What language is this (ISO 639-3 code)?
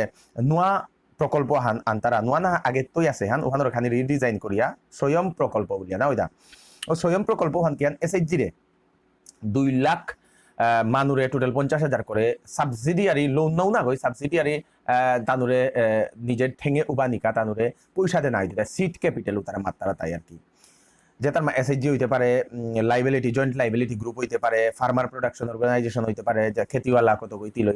bpy